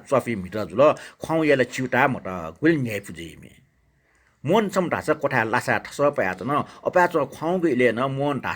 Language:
Newari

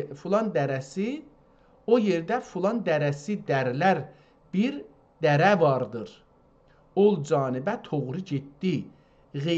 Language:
South Azerbaijani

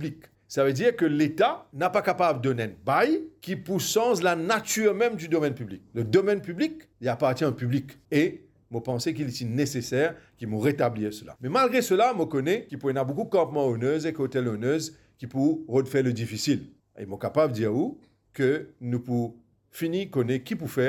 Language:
Morisyen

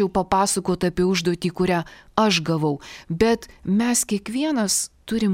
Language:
Lithuanian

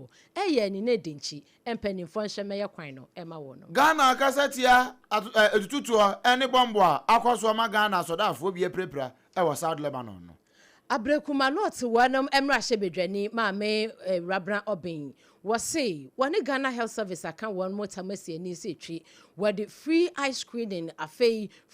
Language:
Akan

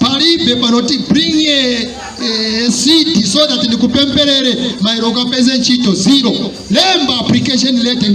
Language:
Nyanja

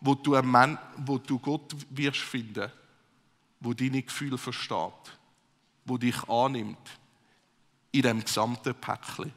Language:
Swiss German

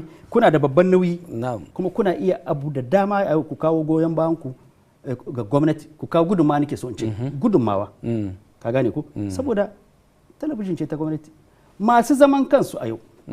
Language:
Hausa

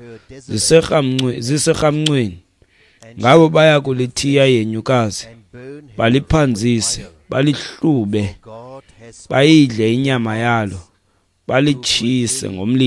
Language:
Xhosa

